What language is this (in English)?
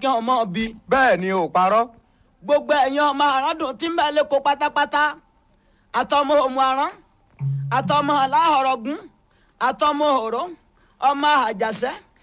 Yoruba